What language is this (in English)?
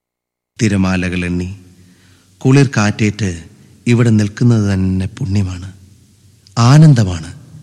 Malayalam